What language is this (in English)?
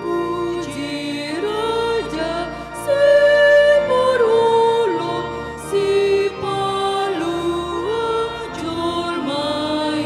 Batak Toba